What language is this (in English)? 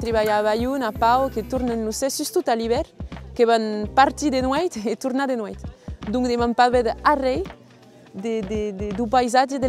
Occitan